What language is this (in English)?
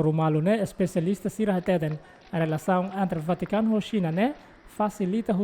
Tetum